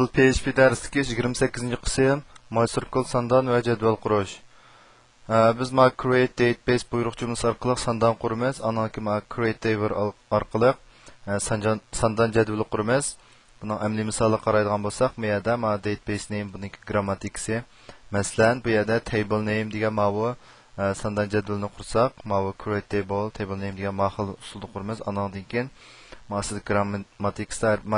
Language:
Uyghur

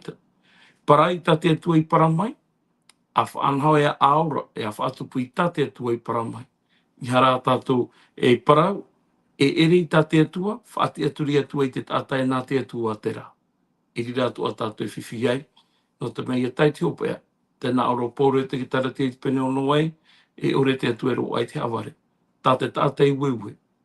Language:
Tahitian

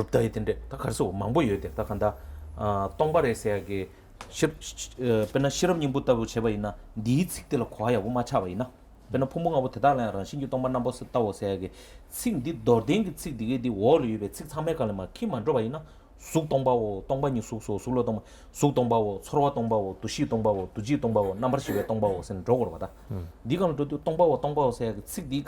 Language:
Tibetan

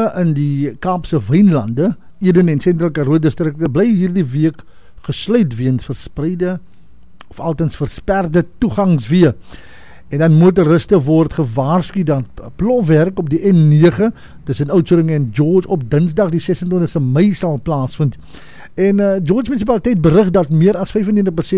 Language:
Afrikaans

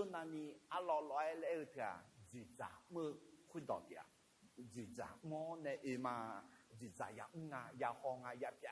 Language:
Akha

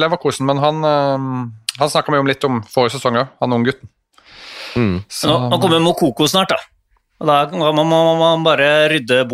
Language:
Norwegian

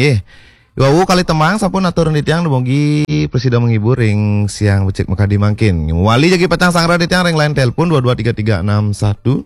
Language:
Balinese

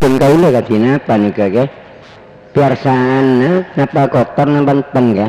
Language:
Madurese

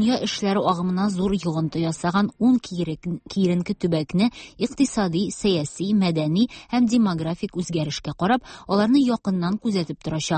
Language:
Tatar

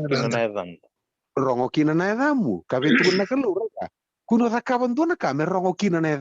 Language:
Fijian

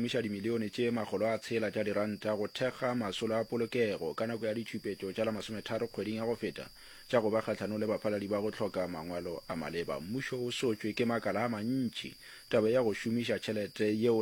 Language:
Northern Sotho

